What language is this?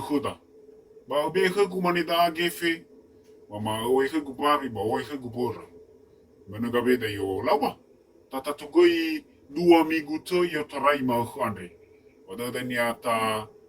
Nias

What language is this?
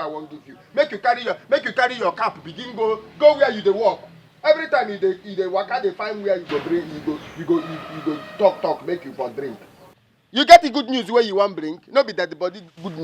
Nigerian Pidgin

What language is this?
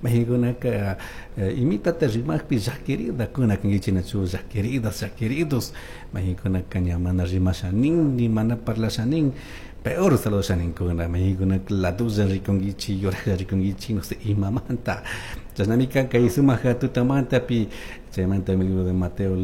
Chimborazo Highland Quichua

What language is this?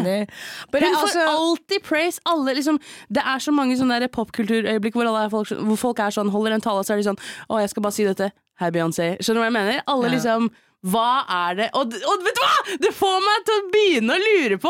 Norwegian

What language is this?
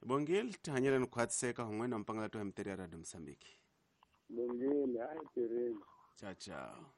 Tsonga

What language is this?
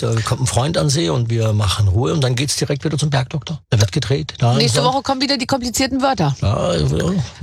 German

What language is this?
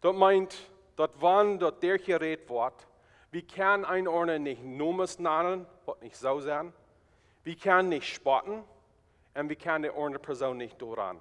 Plautdietsch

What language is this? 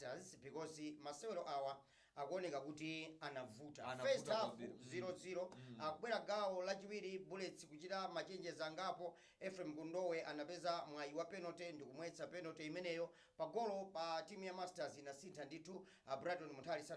Nyanja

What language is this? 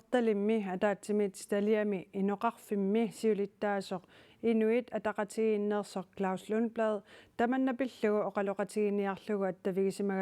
Kalaallisut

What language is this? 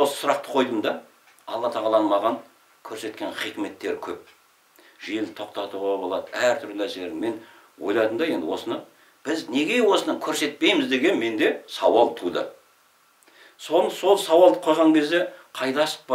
Kazakh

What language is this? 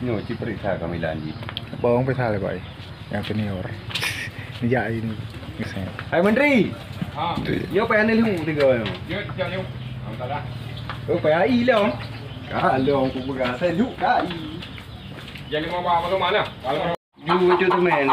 Achinese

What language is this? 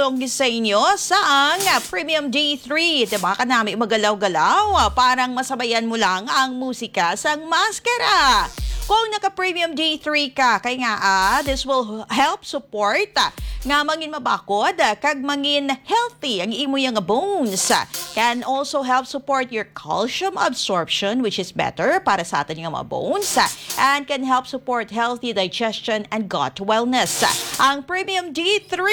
Hiligaynon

